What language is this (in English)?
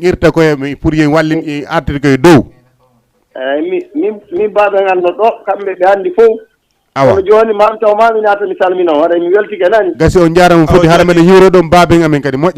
Fula